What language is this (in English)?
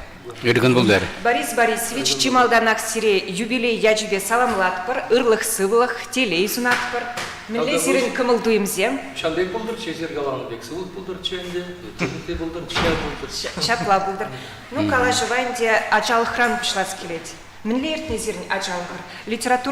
Chuvash